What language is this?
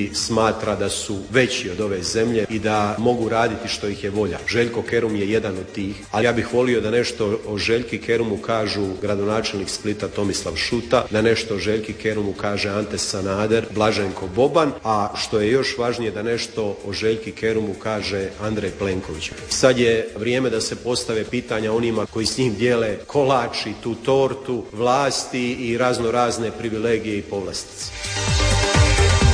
Croatian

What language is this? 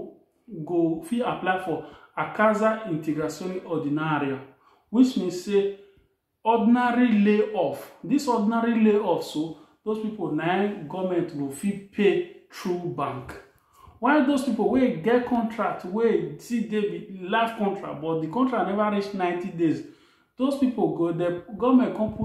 Nigerian Pidgin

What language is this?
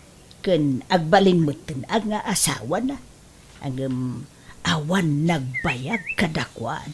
Iloko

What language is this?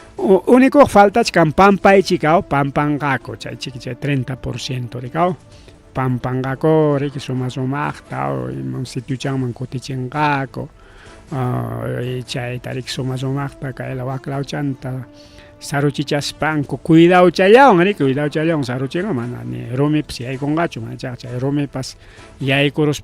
Ayacucho Quechua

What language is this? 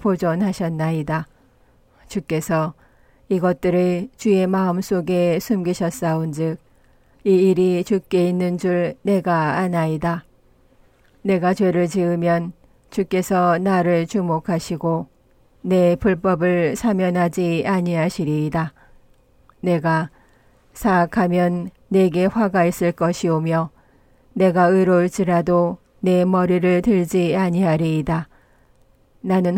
Korean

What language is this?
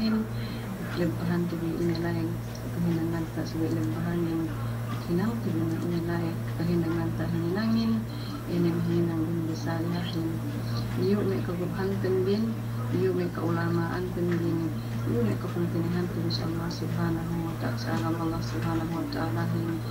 Yakan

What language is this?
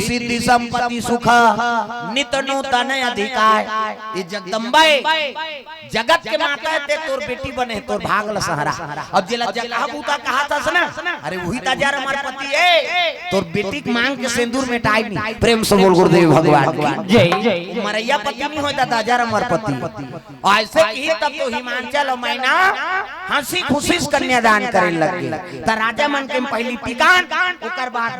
Chhattisgarhi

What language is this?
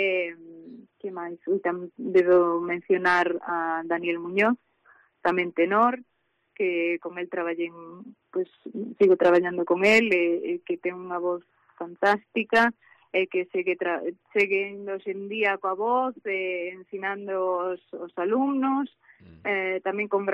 Galician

